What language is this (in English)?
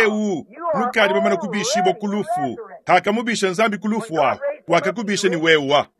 Luba-Lulua